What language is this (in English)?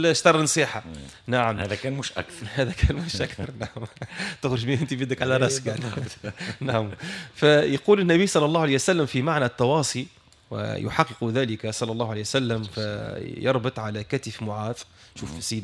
Tunisian Arabic